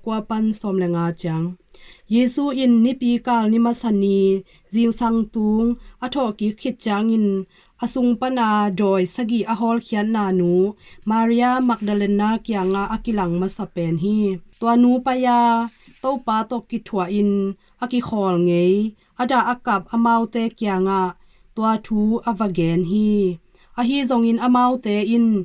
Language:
Tedim Chin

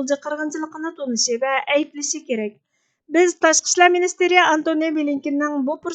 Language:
Uyghur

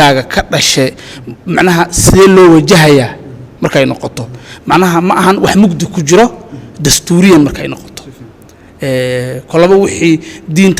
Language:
Somali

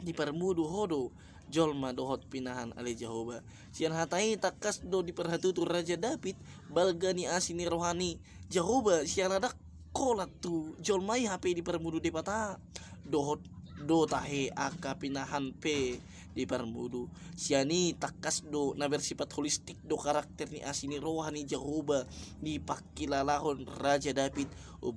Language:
Batak Toba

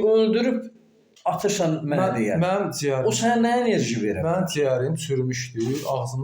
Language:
Azerbaijani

